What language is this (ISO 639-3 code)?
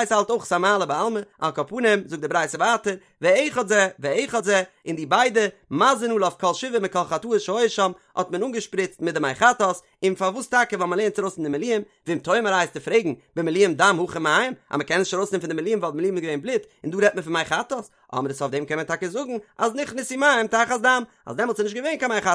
yid